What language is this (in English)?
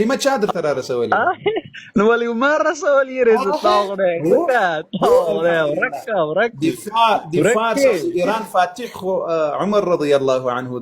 Pashto